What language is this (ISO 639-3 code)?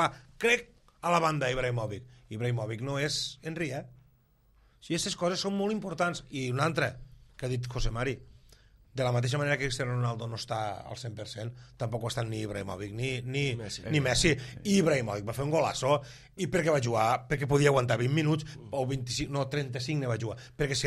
cat